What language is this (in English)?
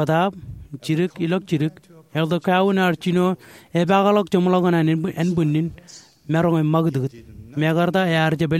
Marshallese